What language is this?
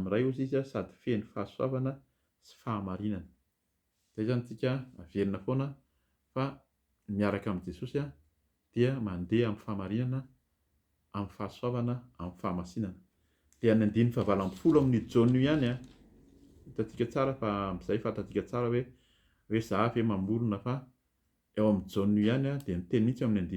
Malagasy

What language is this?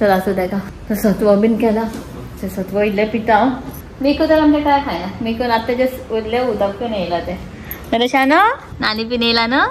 Konkani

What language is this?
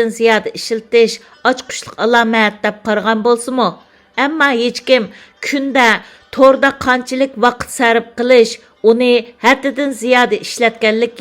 Uyghur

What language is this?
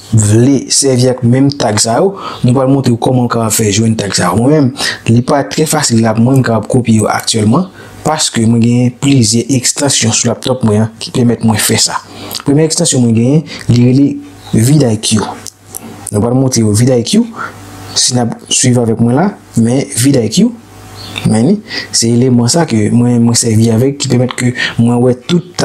Haitian Creole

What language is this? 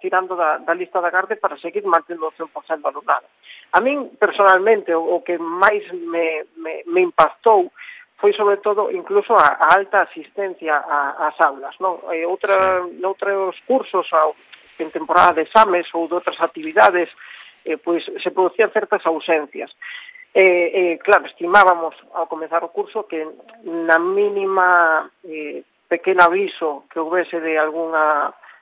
Galician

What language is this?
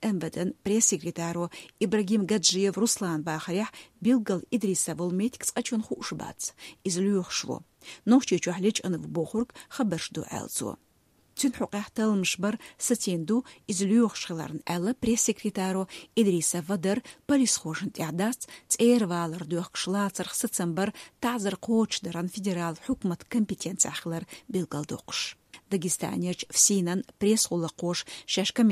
Chechen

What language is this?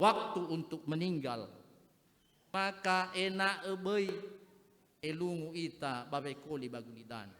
Nias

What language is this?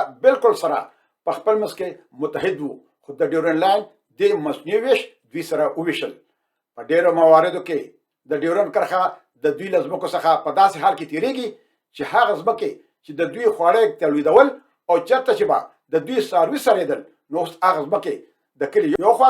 Pashto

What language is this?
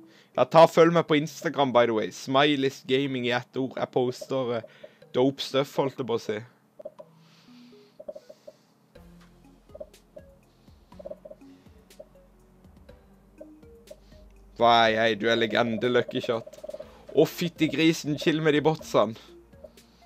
Norwegian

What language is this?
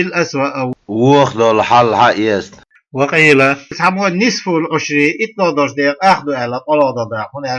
Chechen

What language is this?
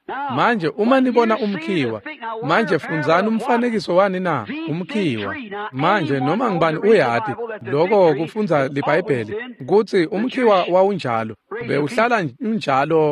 Swati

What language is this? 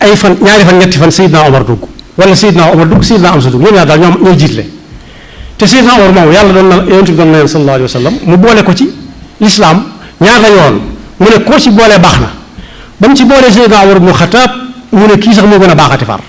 Wolof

